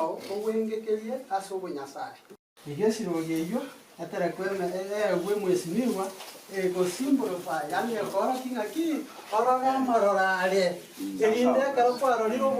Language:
Gusii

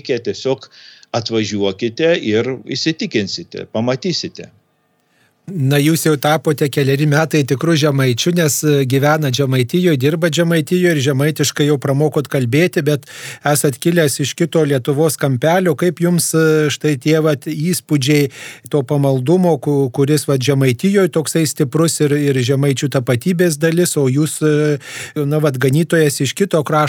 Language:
Lithuanian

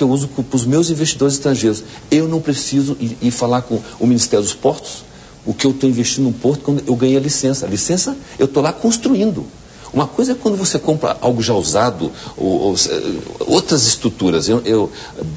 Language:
Portuguese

